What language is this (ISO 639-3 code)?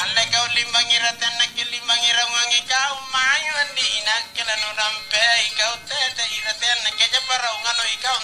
mak